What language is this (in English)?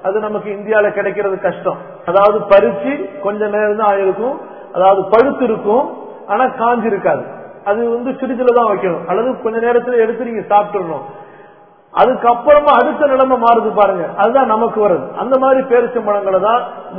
Tamil